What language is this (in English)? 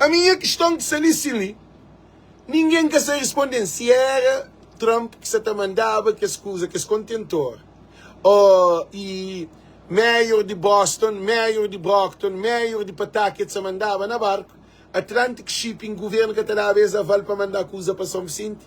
Kabuverdianu